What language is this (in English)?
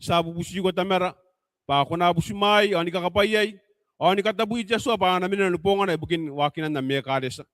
Gilbertese